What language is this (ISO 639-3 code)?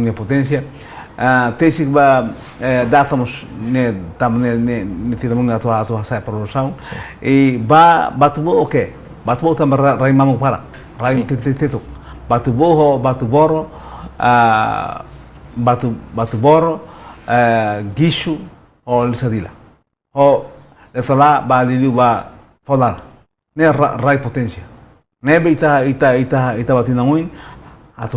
tet